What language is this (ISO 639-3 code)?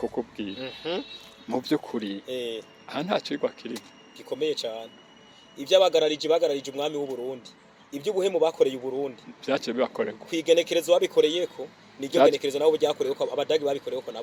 run